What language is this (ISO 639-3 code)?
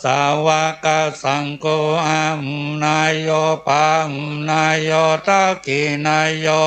pli